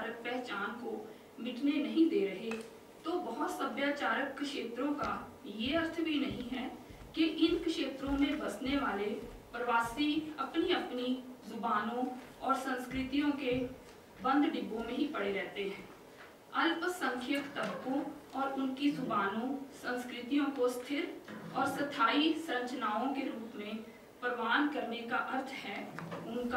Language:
Hindi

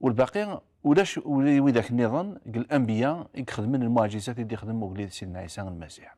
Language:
Kabyle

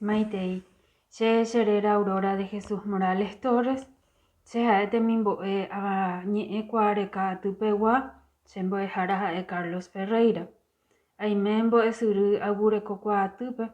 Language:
Guarani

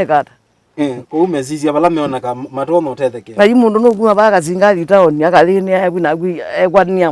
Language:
Kamba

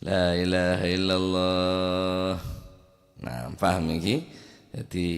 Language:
Madurese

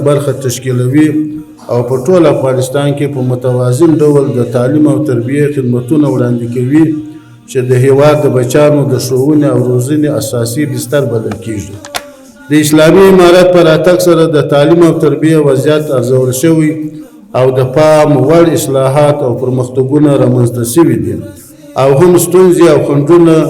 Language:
Pashto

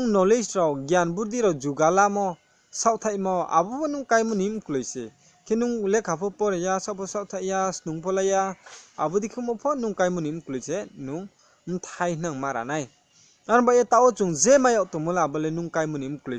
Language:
Riang (India)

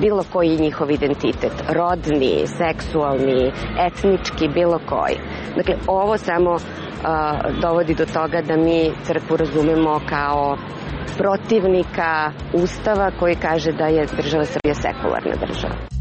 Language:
Serbian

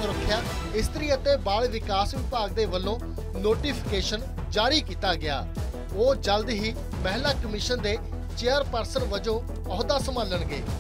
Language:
Punjabi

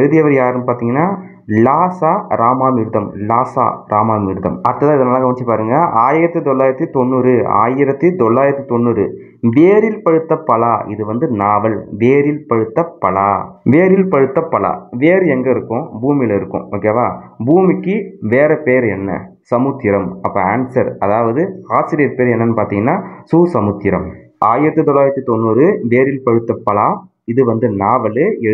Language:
Tamil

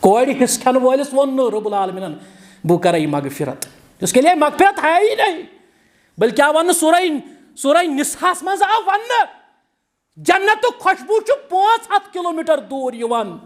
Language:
Kashmiri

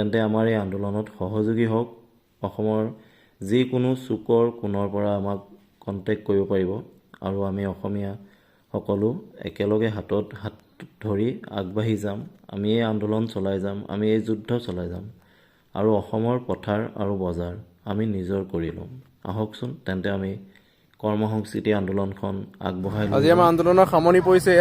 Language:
Assamese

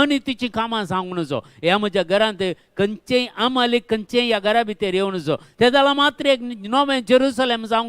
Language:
Konkani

